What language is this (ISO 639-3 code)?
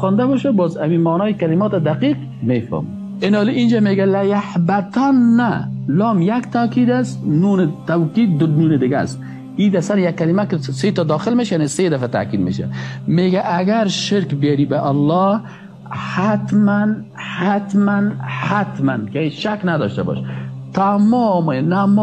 fas